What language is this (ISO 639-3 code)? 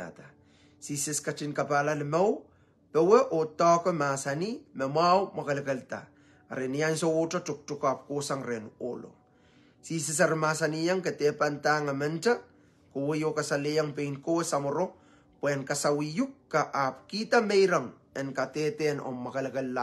pon